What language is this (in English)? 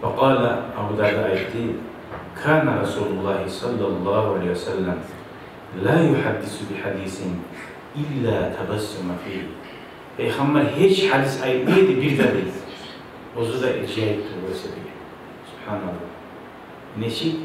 Kumyk